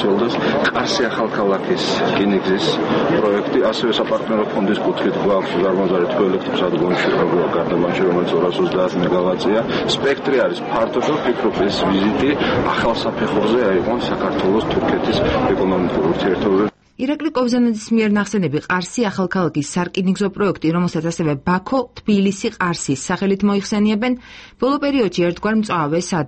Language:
Georgian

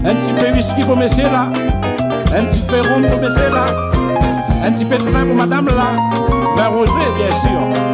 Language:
Réunion Creole French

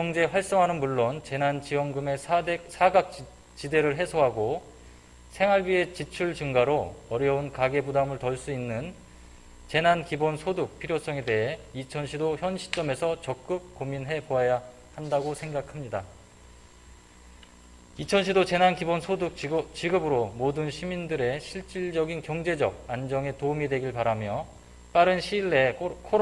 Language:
Korean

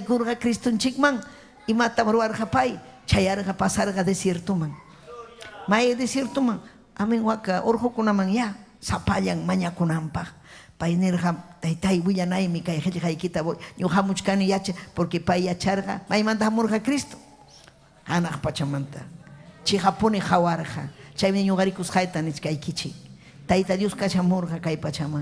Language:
Ayacucho Quechua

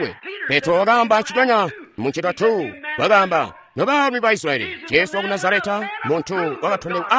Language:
Tonga (Zambia)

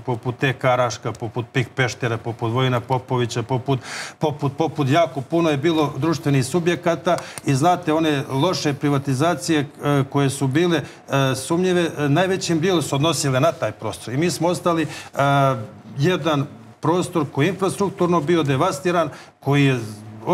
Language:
Serbian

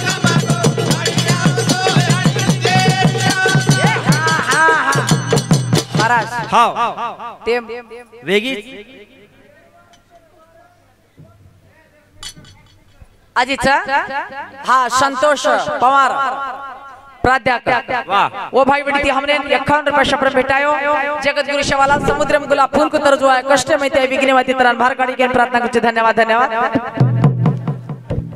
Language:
Lambadi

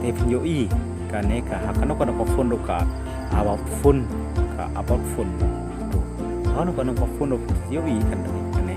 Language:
Khasi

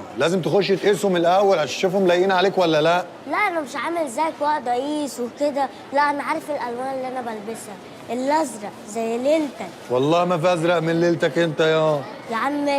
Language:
Egyptian Arabic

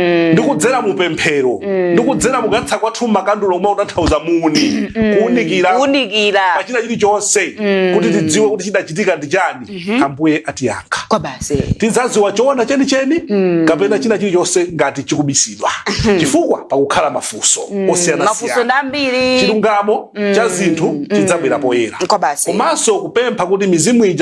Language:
Nyanja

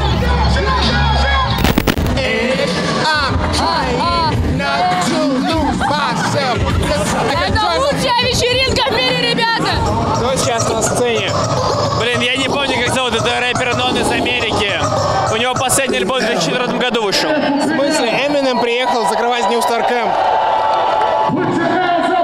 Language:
Russian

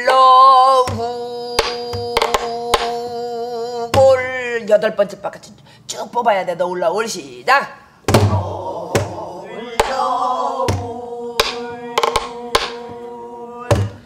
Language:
Korean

